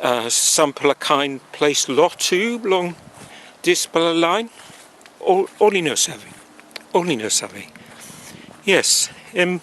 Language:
Tok Pisin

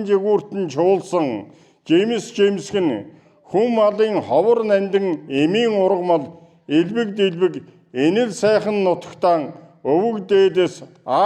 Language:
Mongolian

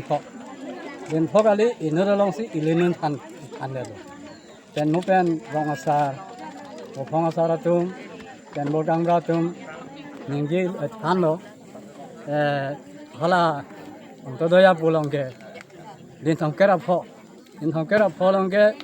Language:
Karbi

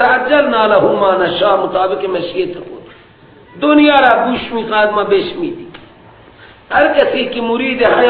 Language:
Persian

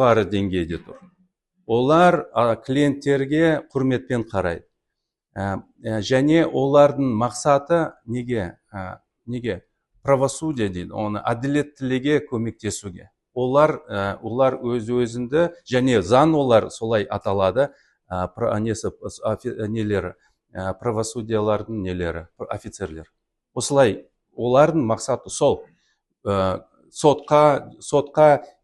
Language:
Kazakh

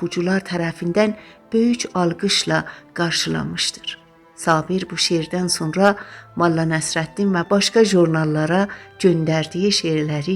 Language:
South Azerbaijani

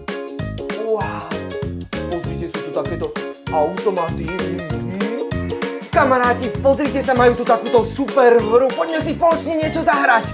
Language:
Slovak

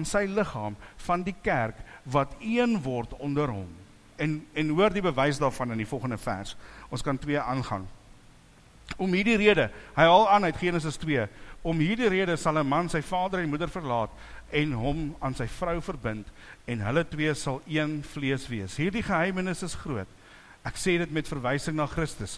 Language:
Afrikaans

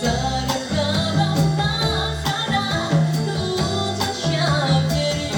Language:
Chuvash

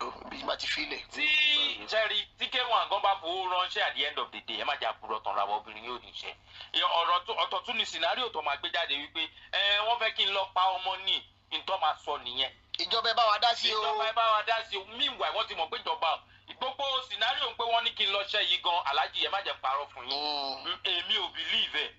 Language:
Yoruba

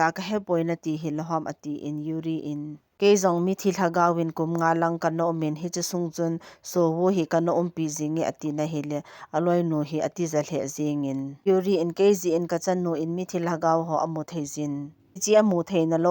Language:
Thado Chin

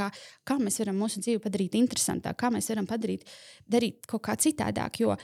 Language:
Latvian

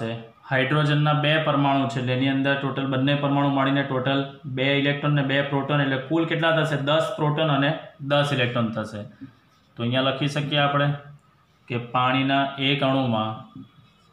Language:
Gujarati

